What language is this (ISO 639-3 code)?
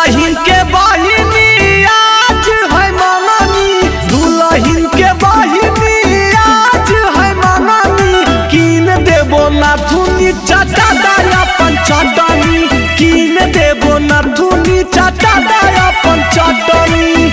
mag